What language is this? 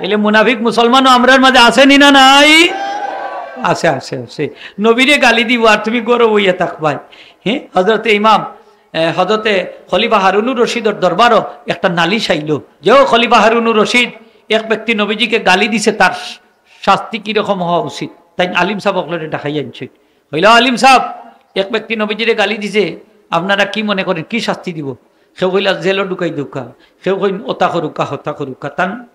Sylheti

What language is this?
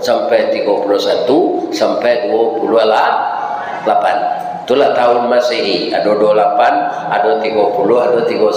Minangkabau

